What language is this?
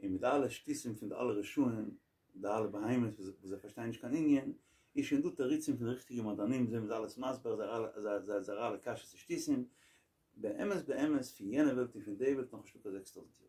Yiddish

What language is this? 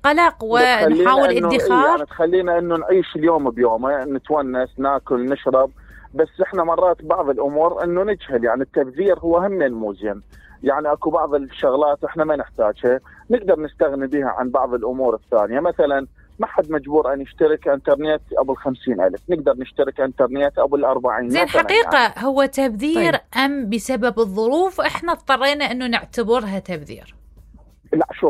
Mesopotamian Arabic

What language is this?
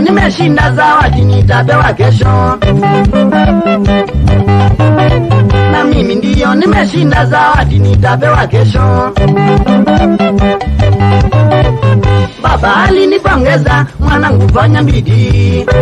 Swahili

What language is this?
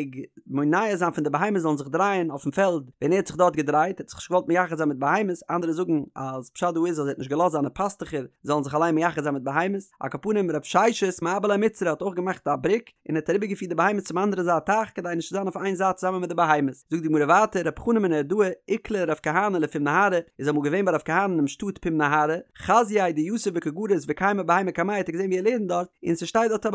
Yiddish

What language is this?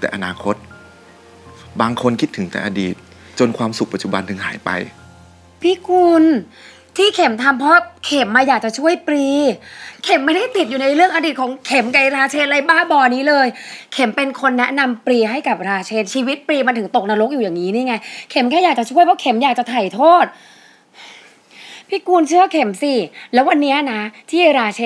Thai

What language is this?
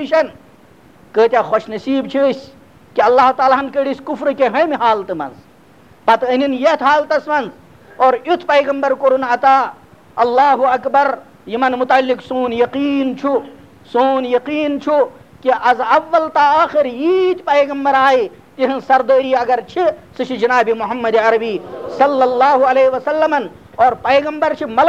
Kashmiri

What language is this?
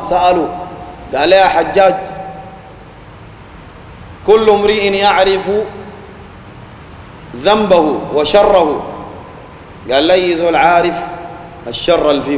Sudanese Arabic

